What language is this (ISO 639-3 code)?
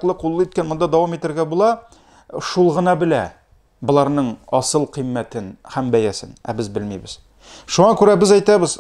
tat